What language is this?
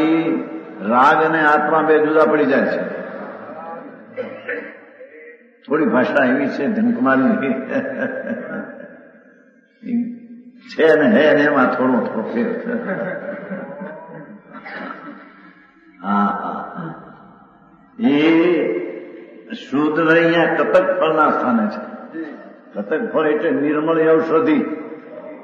Gujarati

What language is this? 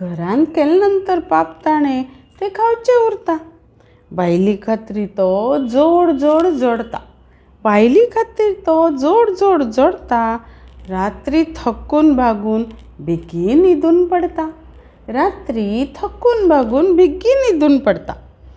Konkani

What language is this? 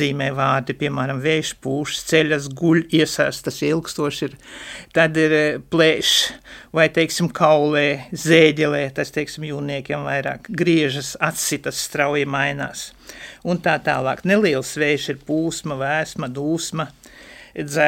Latvian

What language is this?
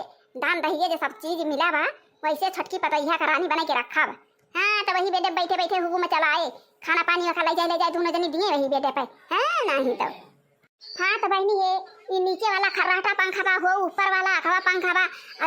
Awadhi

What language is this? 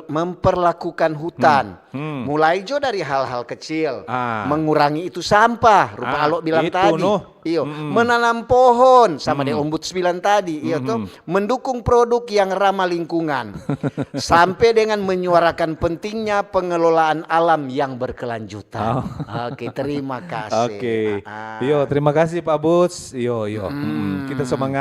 Manado Malay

